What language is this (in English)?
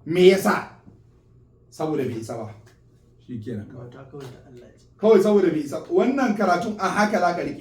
Hausa